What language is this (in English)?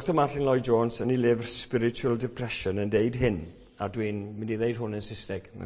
Welsh